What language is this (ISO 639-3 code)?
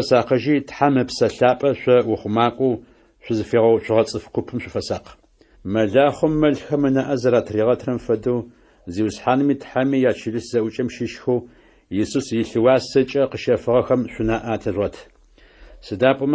ady